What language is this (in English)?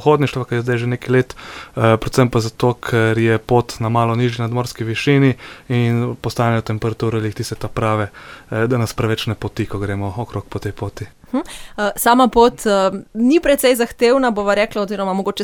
Slovenian